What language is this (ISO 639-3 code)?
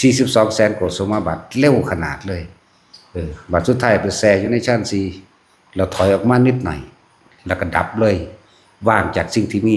lao